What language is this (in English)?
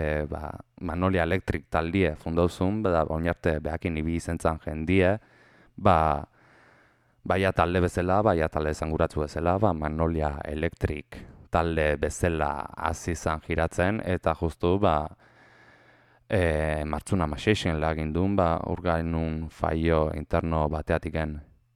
Basque